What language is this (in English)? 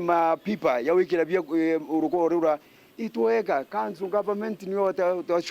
Meru